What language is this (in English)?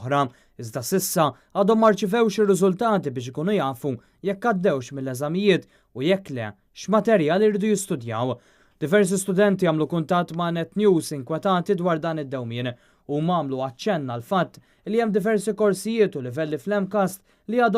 Maltese